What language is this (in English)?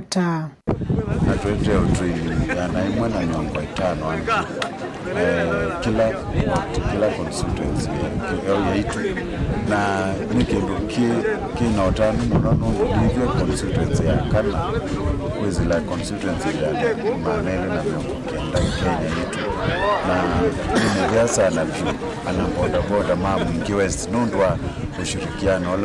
Kamba